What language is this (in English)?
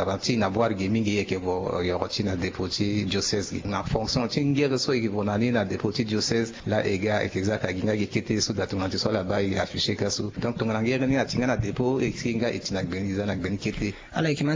Sango